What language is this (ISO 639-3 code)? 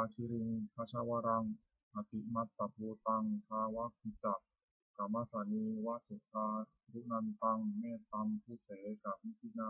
pli